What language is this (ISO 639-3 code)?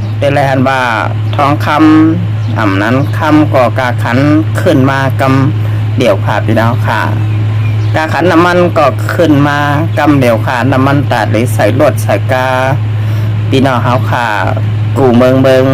shn